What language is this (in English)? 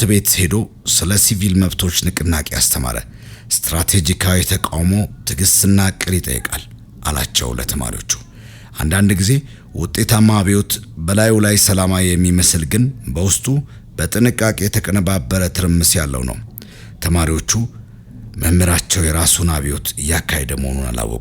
Amharic